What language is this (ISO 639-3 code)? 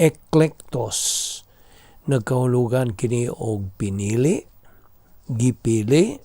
ceb